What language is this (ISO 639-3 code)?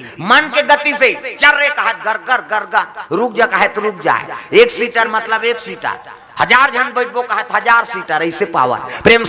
hne